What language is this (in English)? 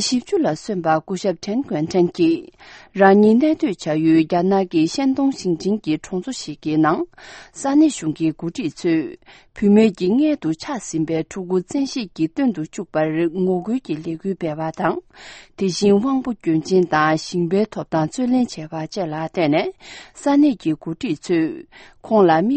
Tibetan